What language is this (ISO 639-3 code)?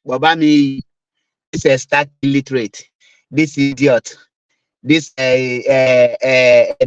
ibo